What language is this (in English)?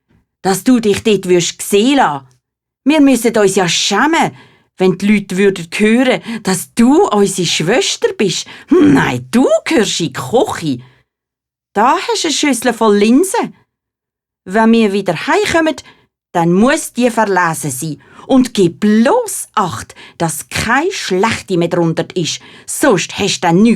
Swiss German